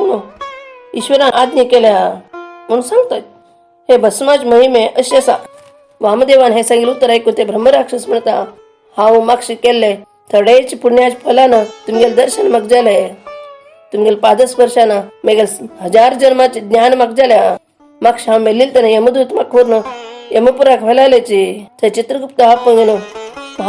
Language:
Konkani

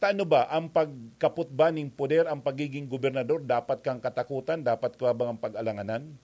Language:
Bikol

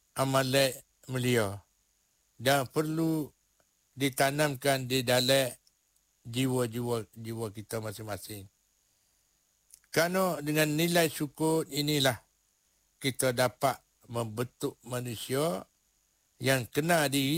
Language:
Malay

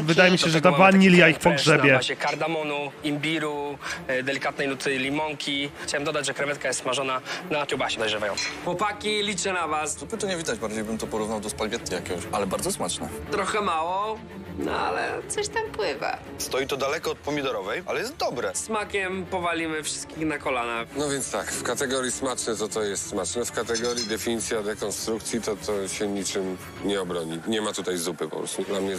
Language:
Polish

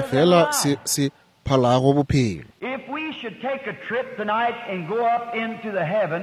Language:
Northern Sotho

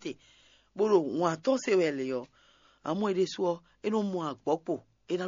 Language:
Fon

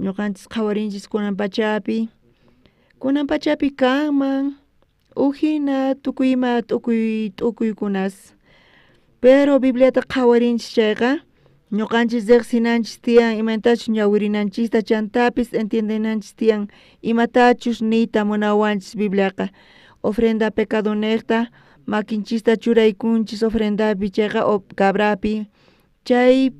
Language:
South Bolivian Quechua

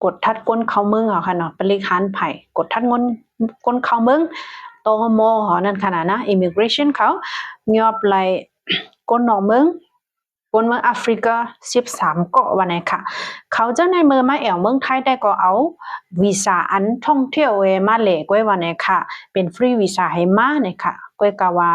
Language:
Shan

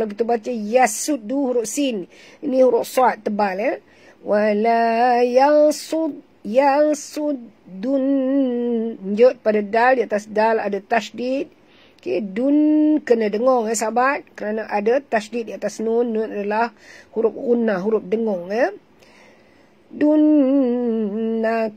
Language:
Malay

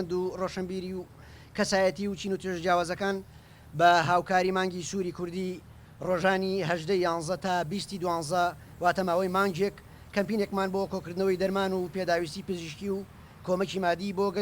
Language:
Central Kurdish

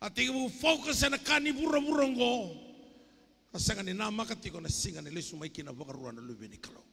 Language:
Fijian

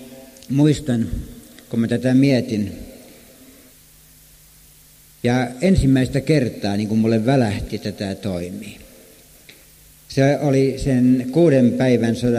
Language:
Finnish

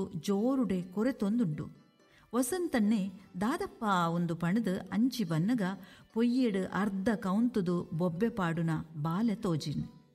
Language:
Tulu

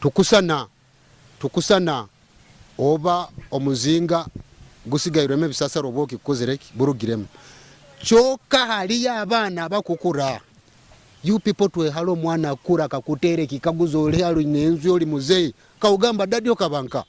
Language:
Nyoro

